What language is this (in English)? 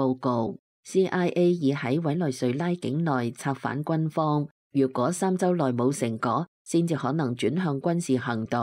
Cantonese